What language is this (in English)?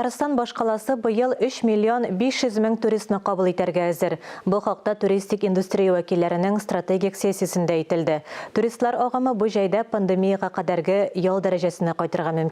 Tatar